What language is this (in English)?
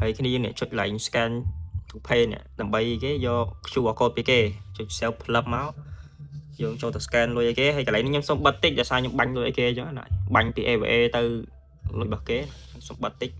Khmer